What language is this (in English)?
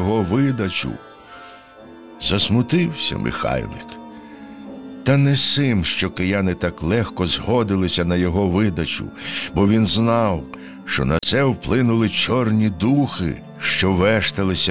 Ukrainian